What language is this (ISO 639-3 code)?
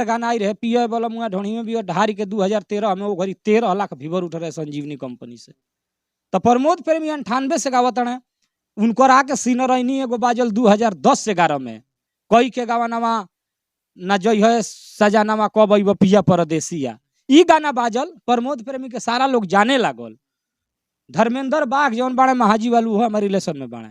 bho